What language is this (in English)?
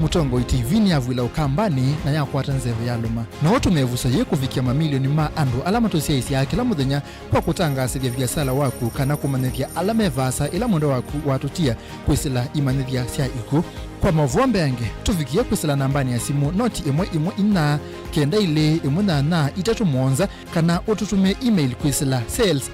Kamba